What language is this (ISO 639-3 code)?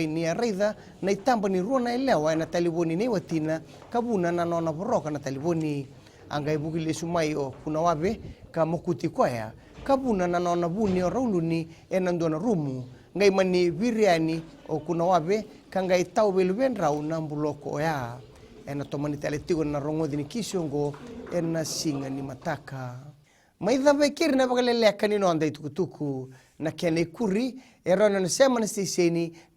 fij